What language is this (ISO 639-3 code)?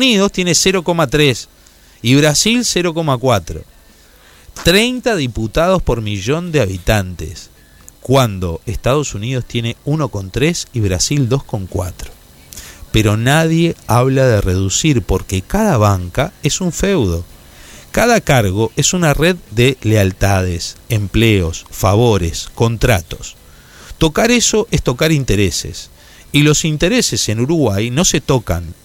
spa